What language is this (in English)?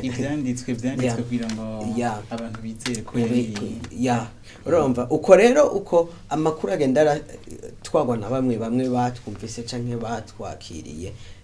Rundi